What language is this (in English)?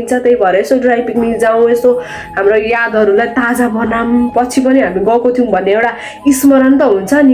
Nepali